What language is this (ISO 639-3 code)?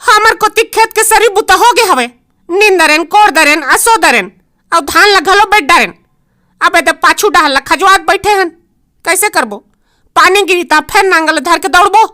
hne